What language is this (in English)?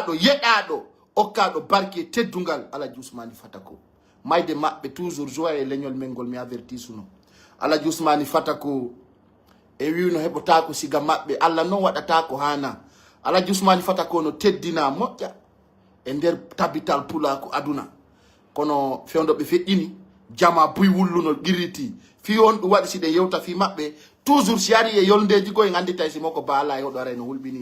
Pular